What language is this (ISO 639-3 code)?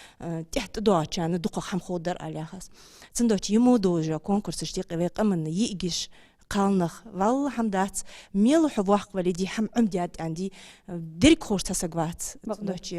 inh